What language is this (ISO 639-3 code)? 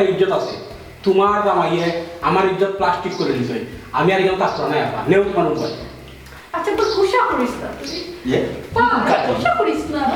syl